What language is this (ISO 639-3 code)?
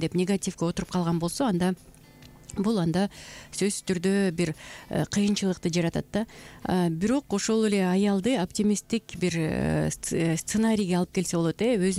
kir